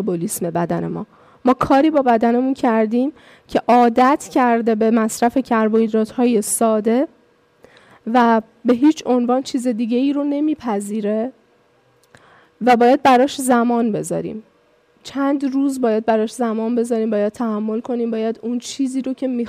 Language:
Persian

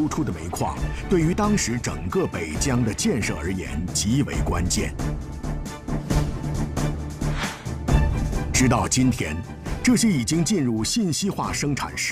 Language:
Chinese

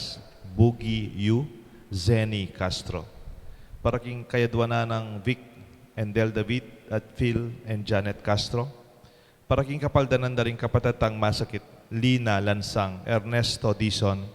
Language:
Pampanga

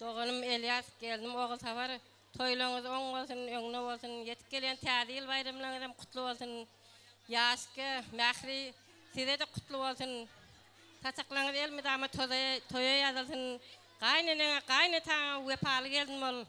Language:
Turkmen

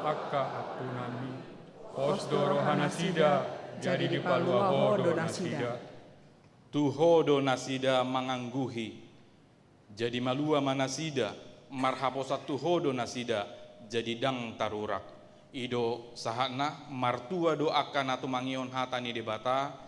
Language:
Batak Toba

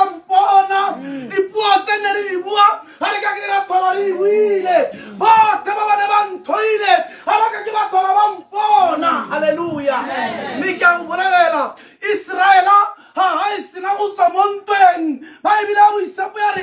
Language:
Tswana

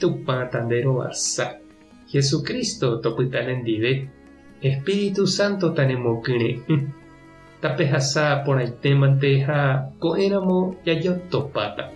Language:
Guarani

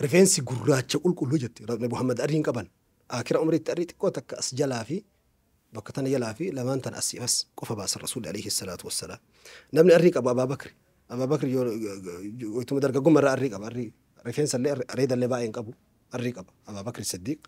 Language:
Oromo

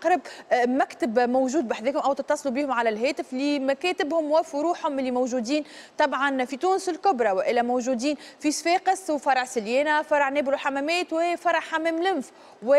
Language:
Tunisian Arabic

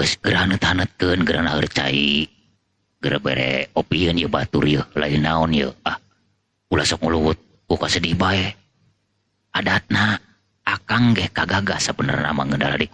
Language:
Sundanese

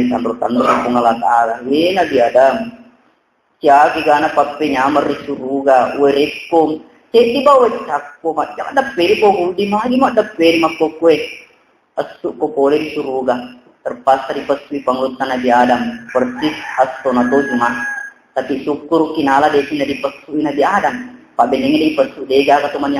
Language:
Buginese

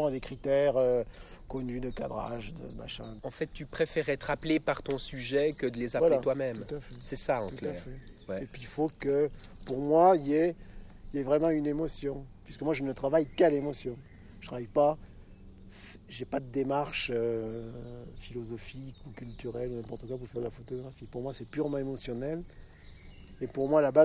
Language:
French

